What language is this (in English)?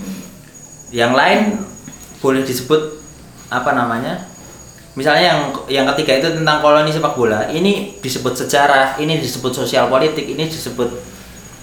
Indonesian